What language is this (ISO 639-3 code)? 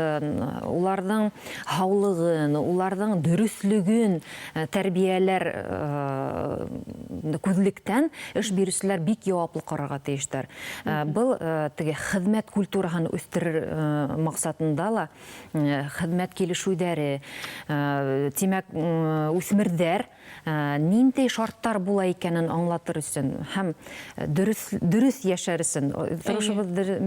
bak